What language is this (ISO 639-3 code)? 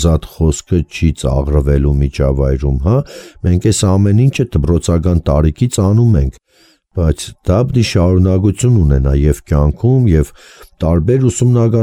hye